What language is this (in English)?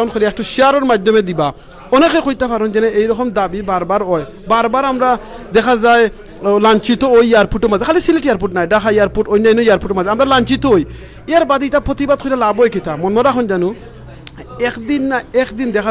Sylheti